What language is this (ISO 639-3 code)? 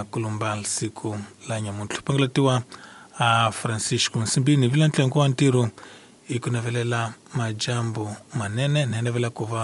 tso